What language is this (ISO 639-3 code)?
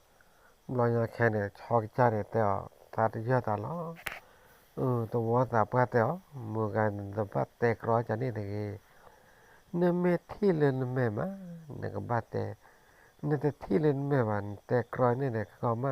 ksw